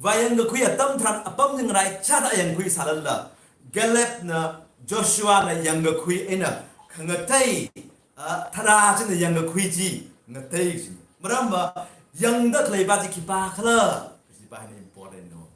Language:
Tangkhul Naga (India)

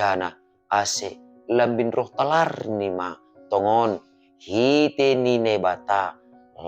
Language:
Batak Simalungun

